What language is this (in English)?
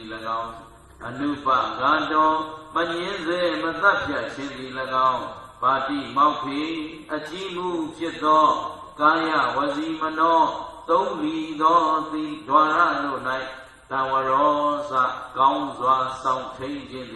Burmese